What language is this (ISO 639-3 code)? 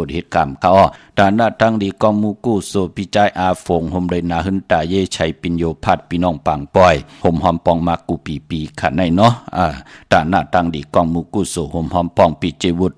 shn